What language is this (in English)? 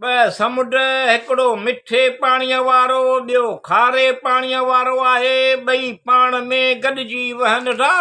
Sindhi